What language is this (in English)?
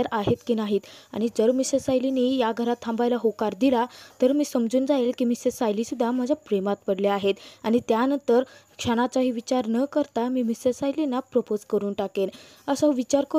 Marathi